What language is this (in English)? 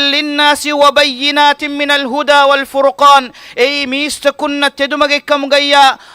Divehi